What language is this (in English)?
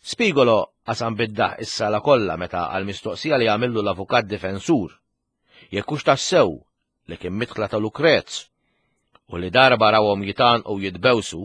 Maltese